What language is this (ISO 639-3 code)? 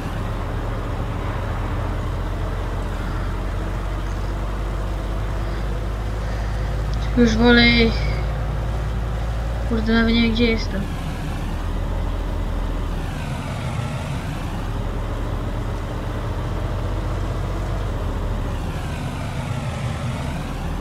pol